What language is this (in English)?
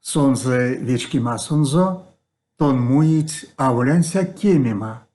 Erzya